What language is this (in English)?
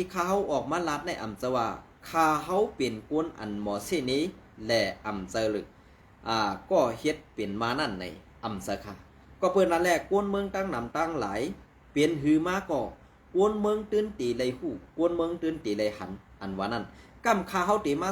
Shan